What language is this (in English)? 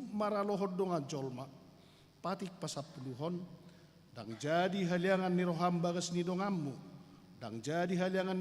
Batak Toba